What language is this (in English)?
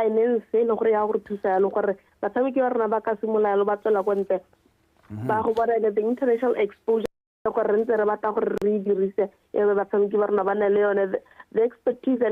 Tswana